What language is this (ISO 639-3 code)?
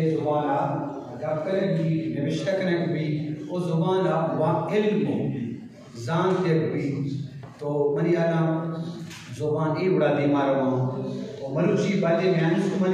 bgp